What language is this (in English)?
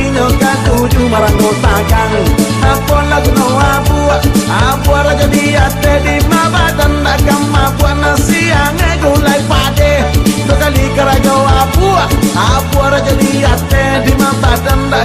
Minangkabau